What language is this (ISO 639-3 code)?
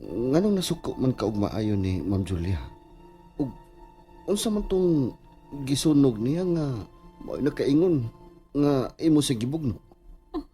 ceb